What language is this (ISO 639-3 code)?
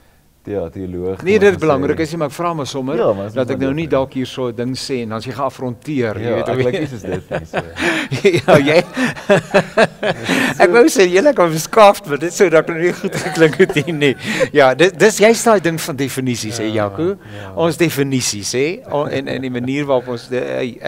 afr